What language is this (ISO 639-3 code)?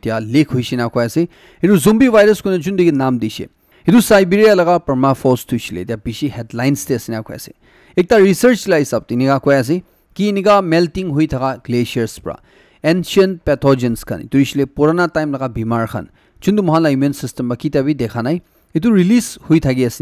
nag